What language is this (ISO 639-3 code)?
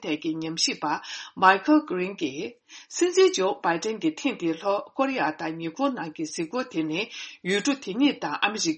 bod